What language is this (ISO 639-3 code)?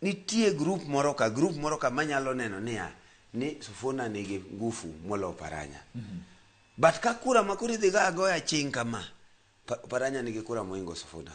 luo